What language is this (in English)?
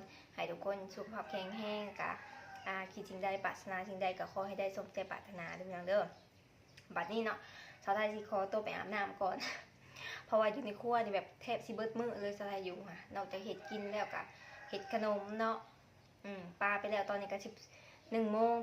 Lao